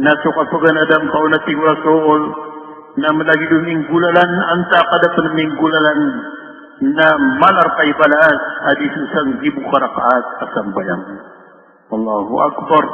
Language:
Maranao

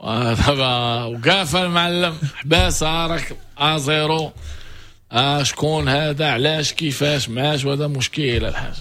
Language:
Moroccan Arabic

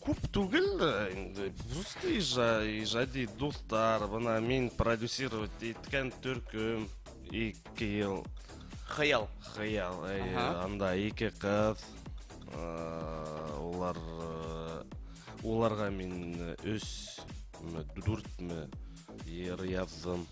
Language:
Bashkir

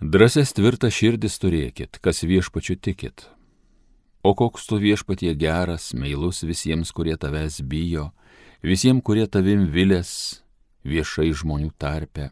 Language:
Lithuanian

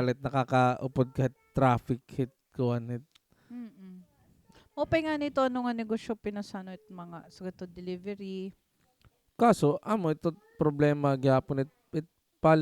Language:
Waray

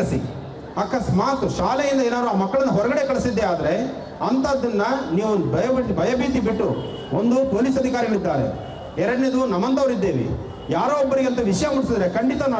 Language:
Kannada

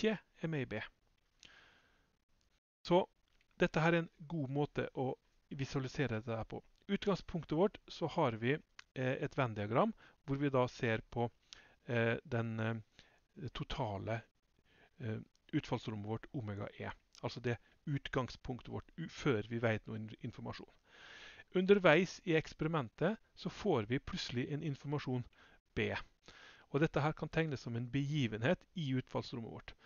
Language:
Norwegian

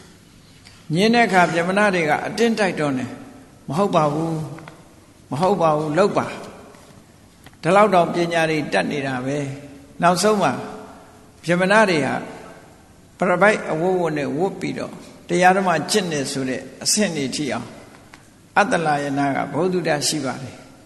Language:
Burmese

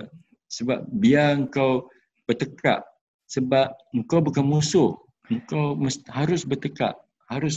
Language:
Malay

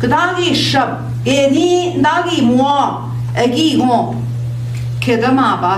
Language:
Central Ojibwa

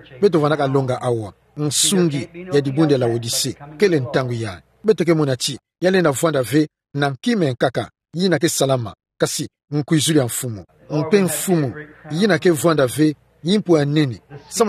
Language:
Kituba (Democratic Republic of Congo)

